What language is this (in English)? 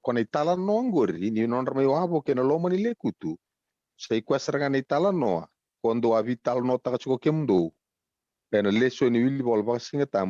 Fijian